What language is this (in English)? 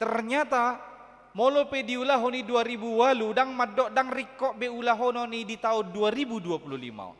Batak Toba